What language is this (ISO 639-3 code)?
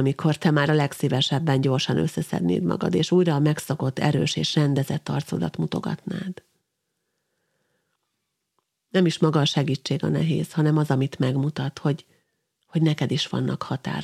hun